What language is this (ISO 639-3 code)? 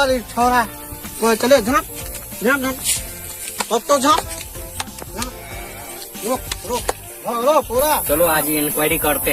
mai